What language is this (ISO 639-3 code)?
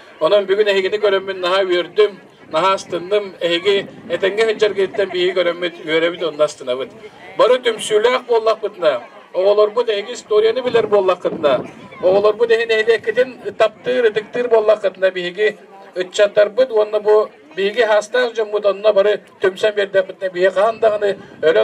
sah